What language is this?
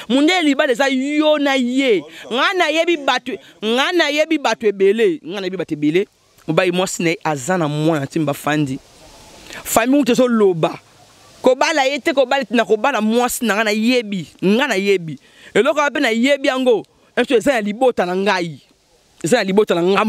Lingala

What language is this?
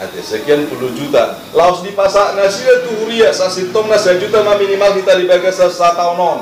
Batak Toba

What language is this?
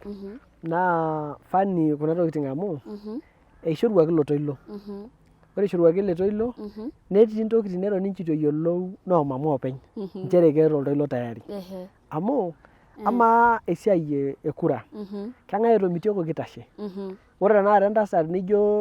Masai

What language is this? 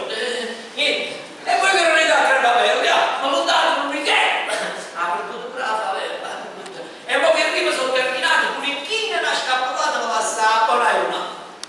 Neapolitan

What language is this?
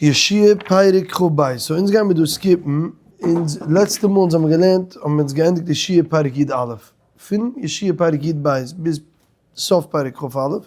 Yiddish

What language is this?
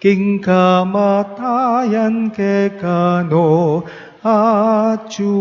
Pampanga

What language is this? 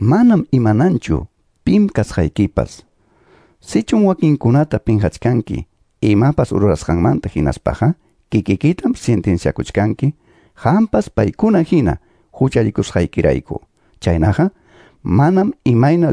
Quechua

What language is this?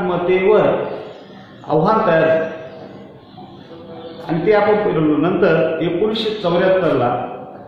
Marathi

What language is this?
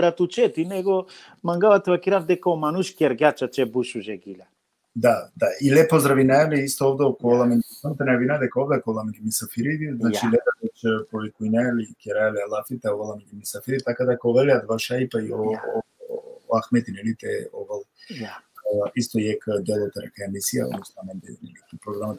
Balkan Romani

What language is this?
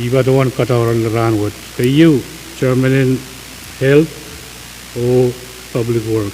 Pohnpeian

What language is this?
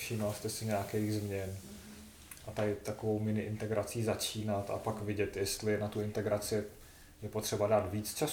Czech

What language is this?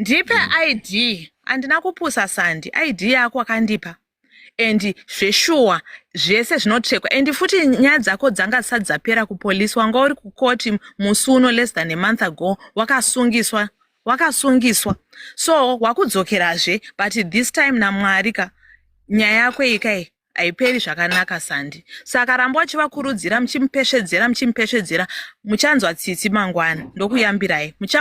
Shona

